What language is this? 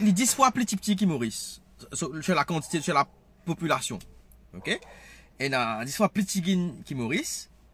Morisyen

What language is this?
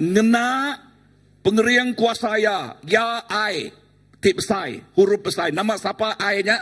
Iban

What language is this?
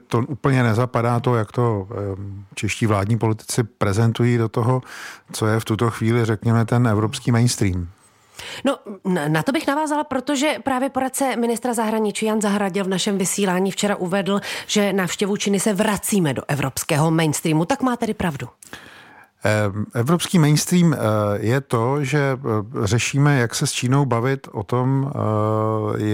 Czech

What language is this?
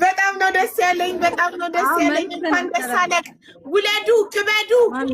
Amharic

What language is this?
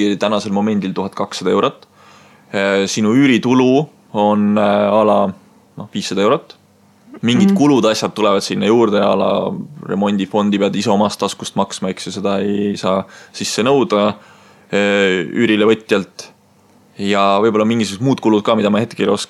Estonian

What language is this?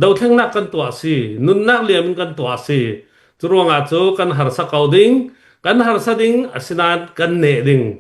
Hakha Chin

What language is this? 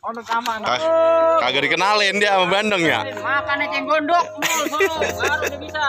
Betawi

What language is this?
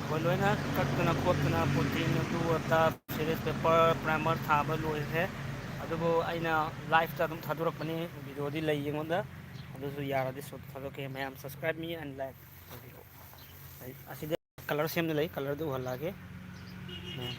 Manipuri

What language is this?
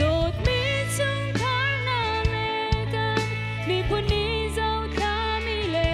Hakha Chin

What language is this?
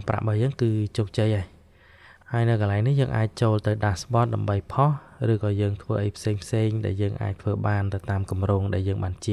Khmer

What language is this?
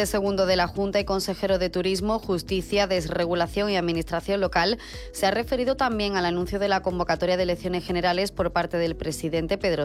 Spanish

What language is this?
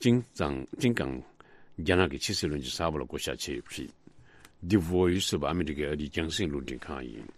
Tibetan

